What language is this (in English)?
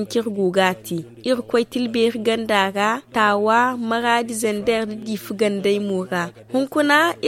Zarma